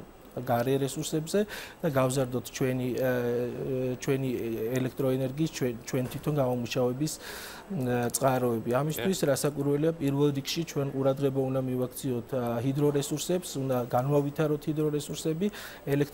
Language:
Georgian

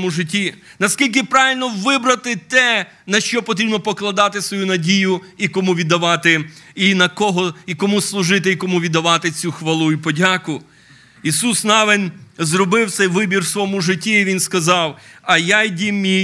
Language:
Ukrainian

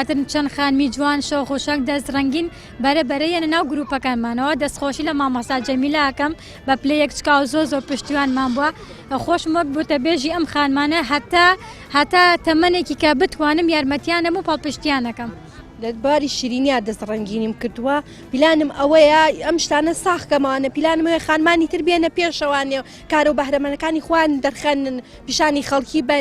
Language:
Central Kurdish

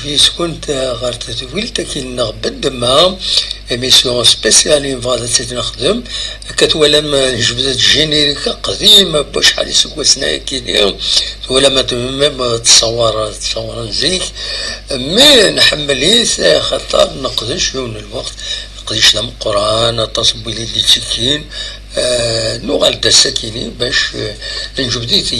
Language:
Kabyle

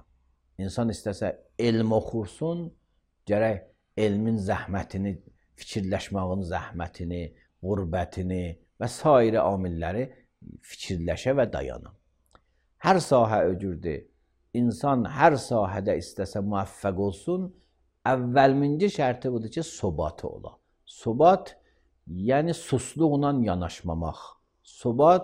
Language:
Azerbaijani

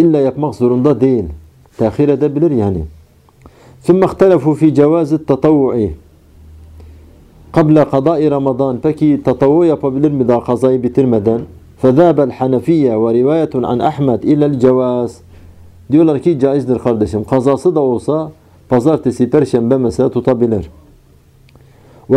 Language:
Turkish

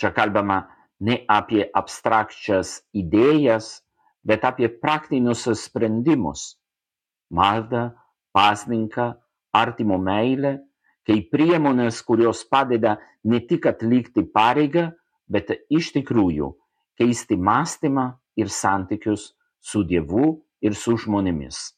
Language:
Lithuanian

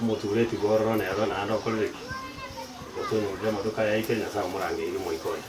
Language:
Gusii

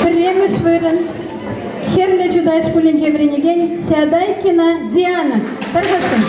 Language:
Chuvash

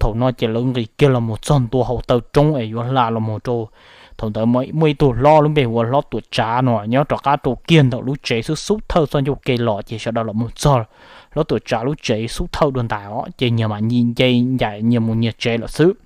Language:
Hmong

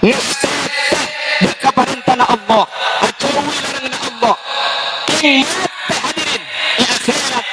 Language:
Madurese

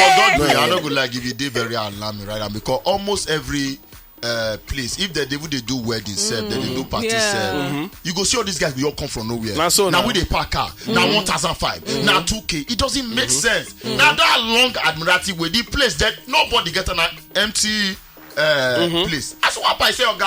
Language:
Nigerian Pidgin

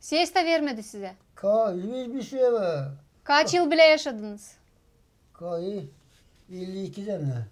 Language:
Gagauz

